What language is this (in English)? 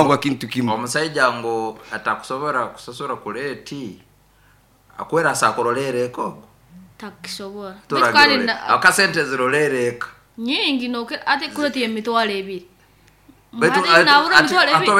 Nyoro